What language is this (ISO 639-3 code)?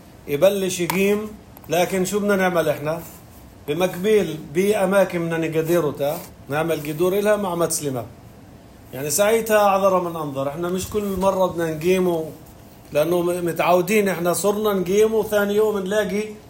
apc